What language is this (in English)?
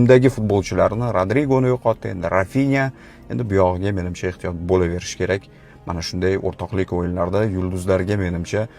Uzbek